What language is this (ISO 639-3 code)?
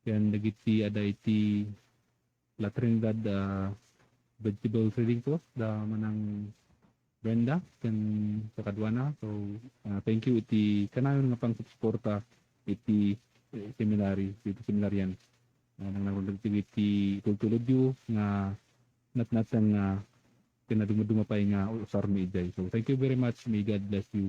ilo